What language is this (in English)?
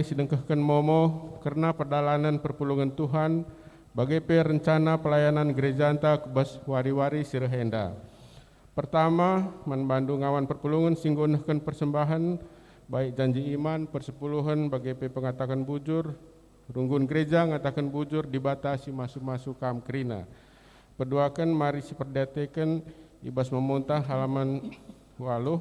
Batak Karo